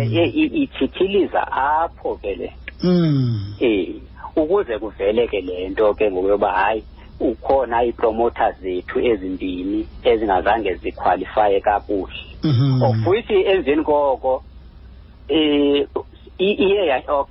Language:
Xhosa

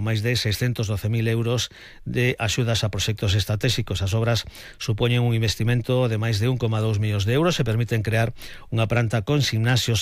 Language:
Galician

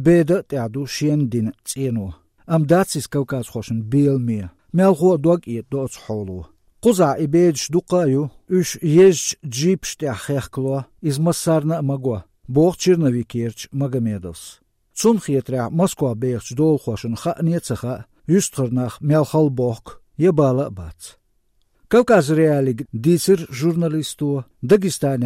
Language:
Chechen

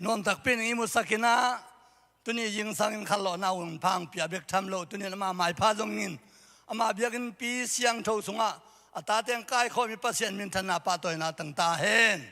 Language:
Tedim Chin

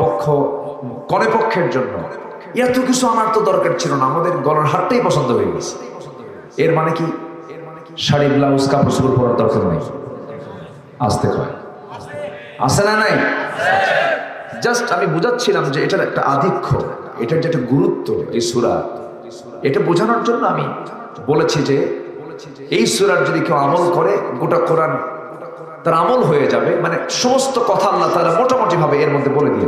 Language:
Bangla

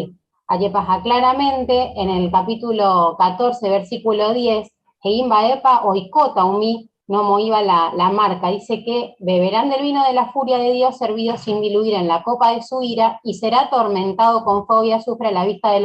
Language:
Guarani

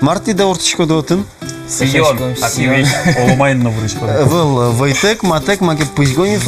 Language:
Udmurt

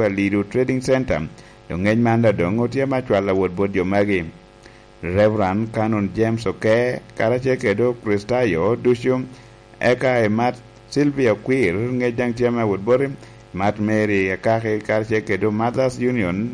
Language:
Lango (Uganda)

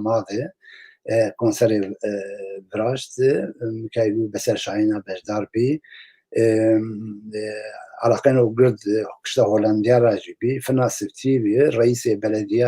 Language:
Zaza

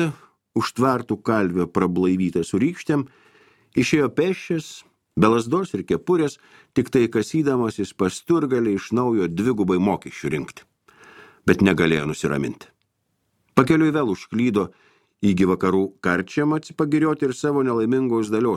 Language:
Lithuanian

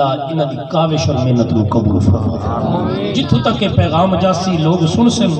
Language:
Saraiki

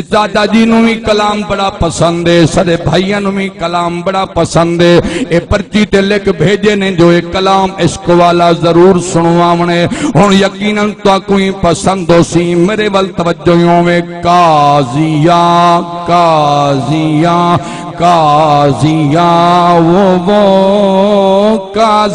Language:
Saraiki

